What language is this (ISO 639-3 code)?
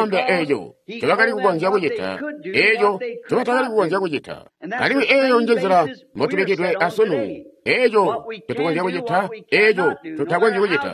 toi